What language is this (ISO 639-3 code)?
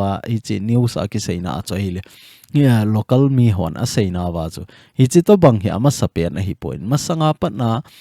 tcz